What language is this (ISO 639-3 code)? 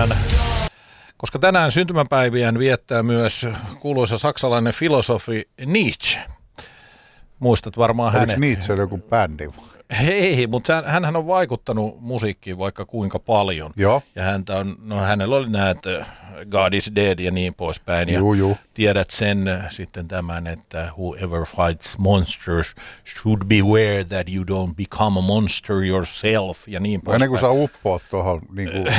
fin